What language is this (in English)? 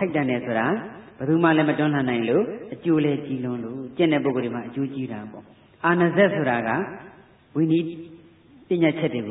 Burmese